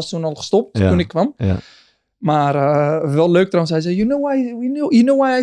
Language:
Dutch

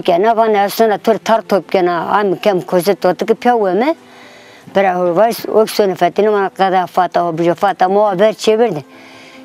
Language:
Zaza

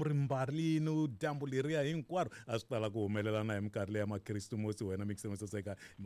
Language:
Tsonga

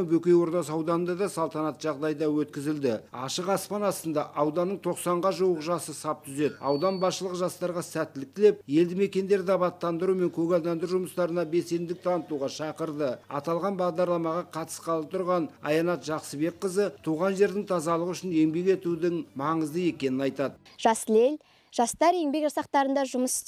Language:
Kazakh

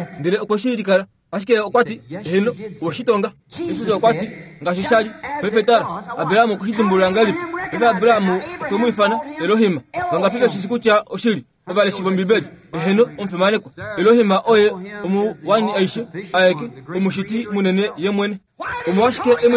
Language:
Kuanyama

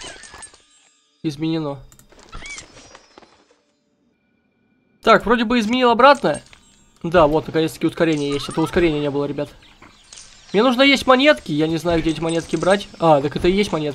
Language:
Russian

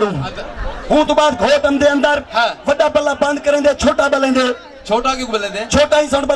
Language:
Saraiki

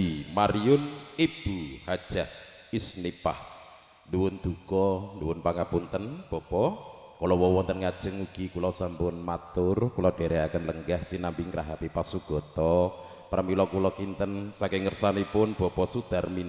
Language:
Javanese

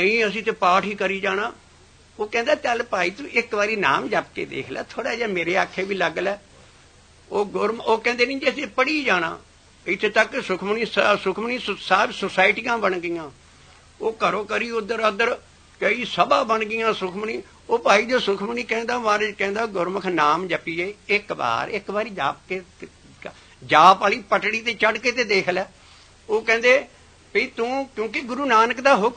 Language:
Punjabi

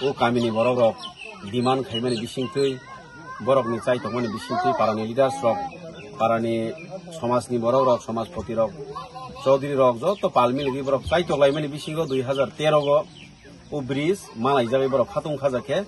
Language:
Kok Borok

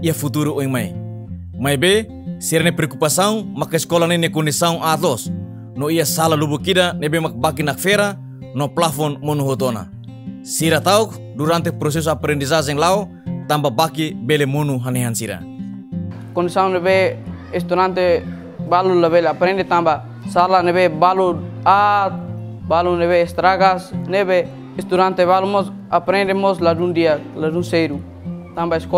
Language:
Tetum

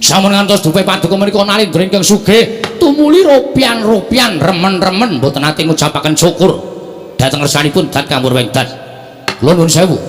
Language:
Javanese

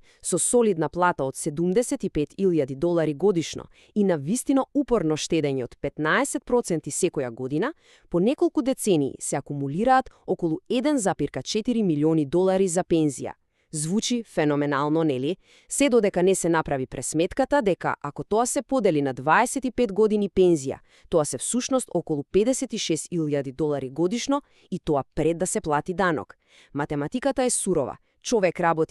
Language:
Macedonian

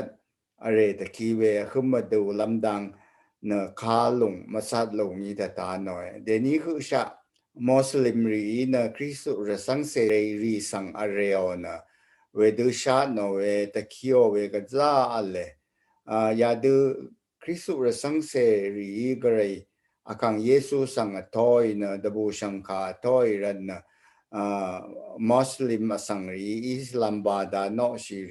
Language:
Rawang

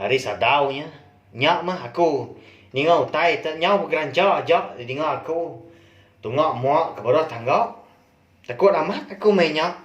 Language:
Iban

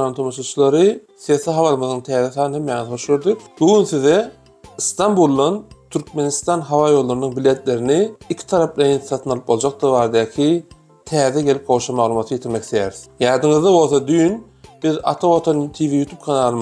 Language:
Turkmen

